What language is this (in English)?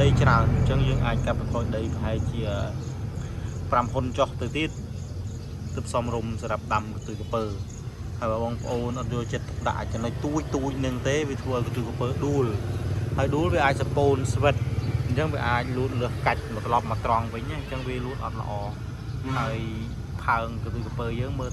Khmer